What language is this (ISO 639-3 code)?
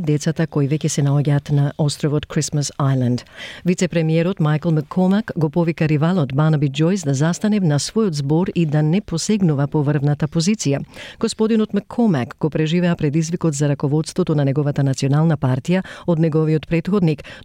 mkd